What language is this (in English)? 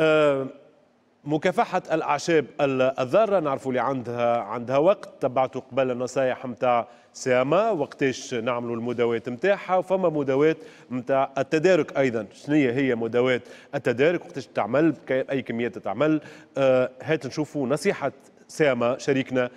Tunisian Arabic